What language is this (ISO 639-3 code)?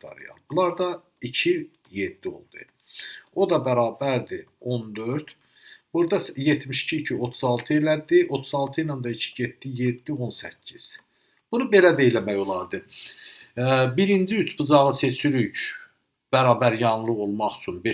aze